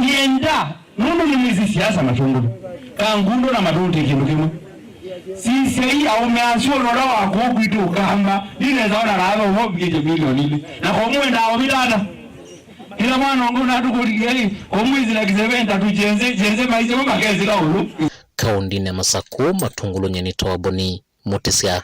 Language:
Kamba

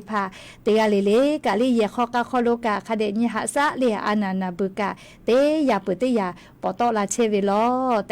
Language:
Lahu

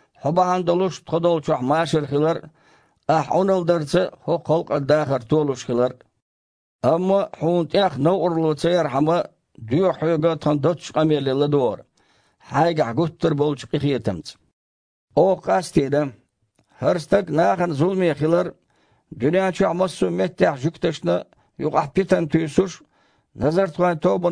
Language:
Chechen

